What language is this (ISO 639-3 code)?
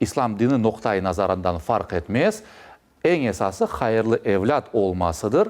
crh